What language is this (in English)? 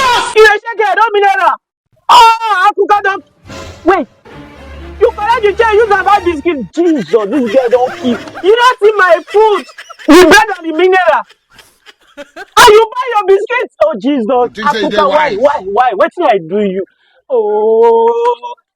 Nigerian Pidgin